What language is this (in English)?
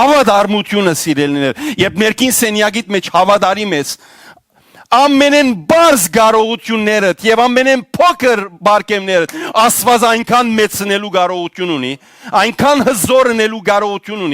Western Armenian